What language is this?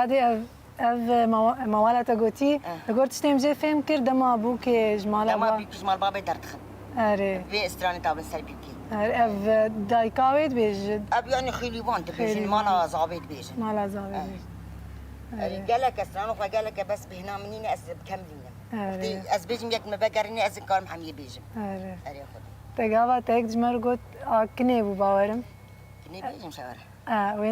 Kurdish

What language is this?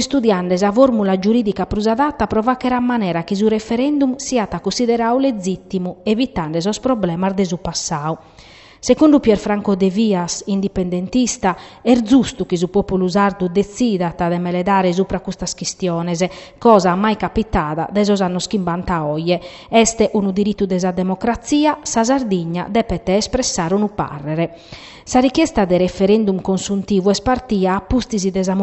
Sardinian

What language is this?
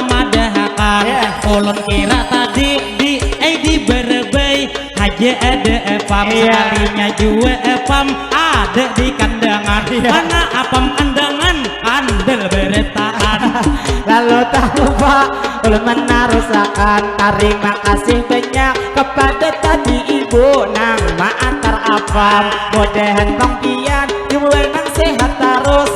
Banjar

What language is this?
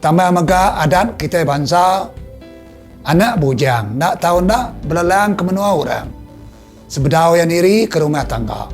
Iban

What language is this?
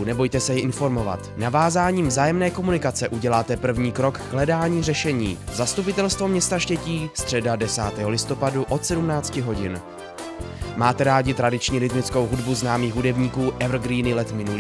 Czech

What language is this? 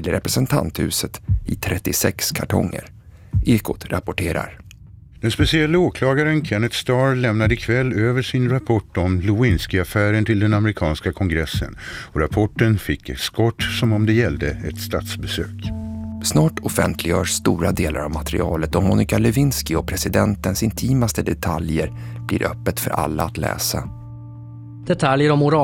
Swedish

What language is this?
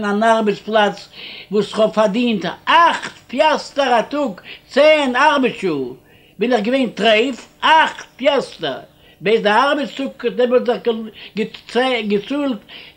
Yiddish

